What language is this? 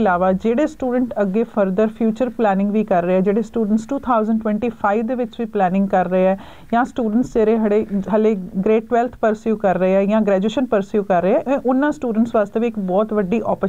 Punjabi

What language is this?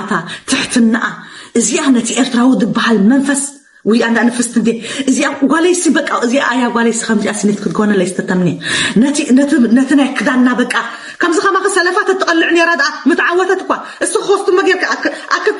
Tigrinya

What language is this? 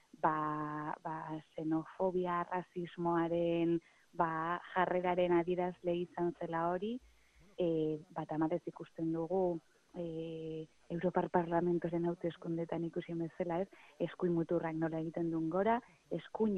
Basque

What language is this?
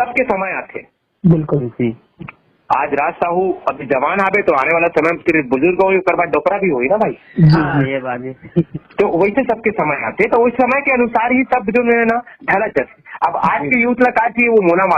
Chhattisgarhi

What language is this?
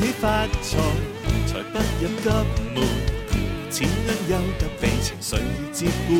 Cantonese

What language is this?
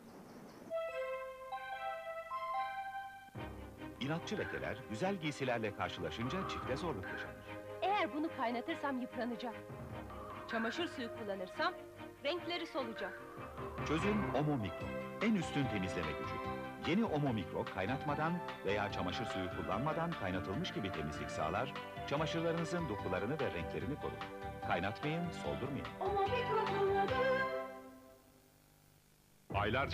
Turkish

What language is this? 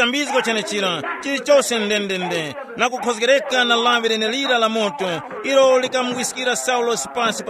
Tumbuka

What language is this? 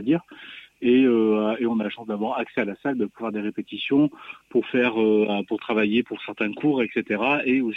French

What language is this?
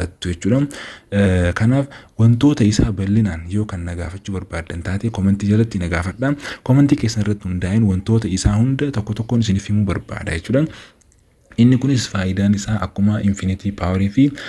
Oromo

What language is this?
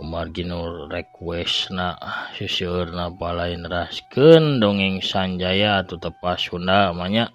Sundanese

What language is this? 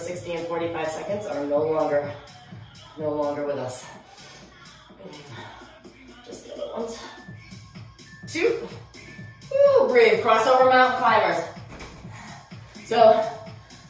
English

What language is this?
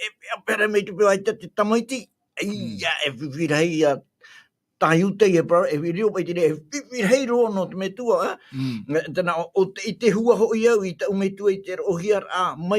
Tahitian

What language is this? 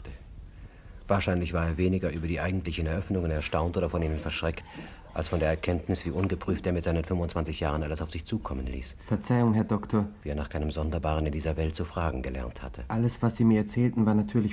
German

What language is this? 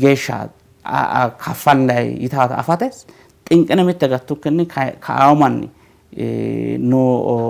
Sidamo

